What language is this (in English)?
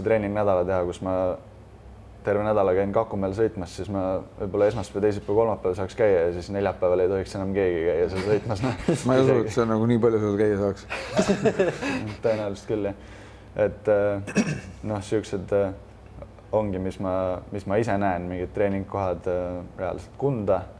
Estonian